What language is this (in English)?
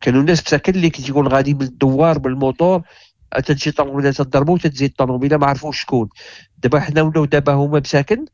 Moroccan Arabic